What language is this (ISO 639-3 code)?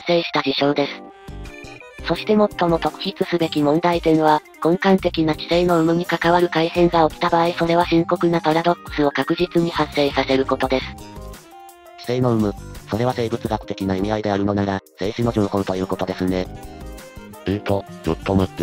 jpn